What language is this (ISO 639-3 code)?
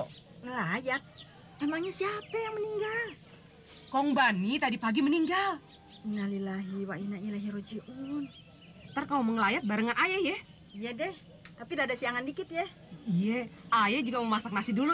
bew